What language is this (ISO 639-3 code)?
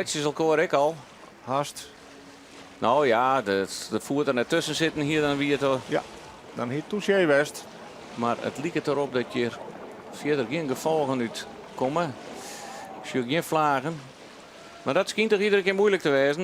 fry